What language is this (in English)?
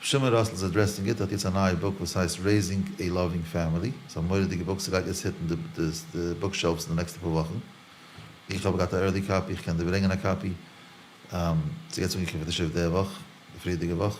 Yiddish